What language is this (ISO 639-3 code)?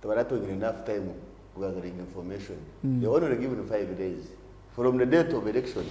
nyn